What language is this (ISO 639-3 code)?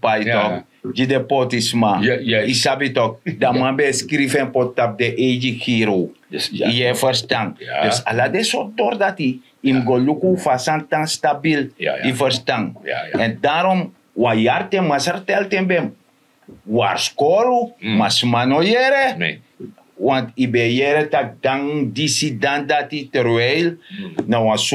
srn